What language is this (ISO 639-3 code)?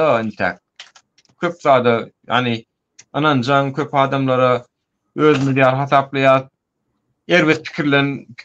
tuk